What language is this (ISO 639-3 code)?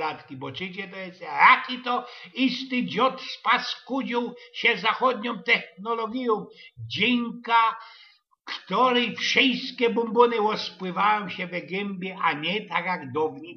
szl